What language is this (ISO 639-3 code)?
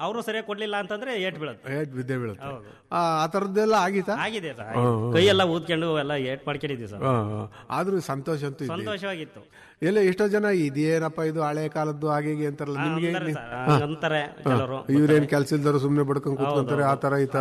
kan